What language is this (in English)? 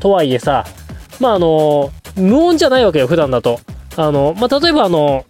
Japanese